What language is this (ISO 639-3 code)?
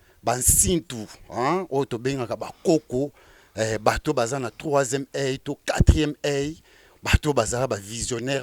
lin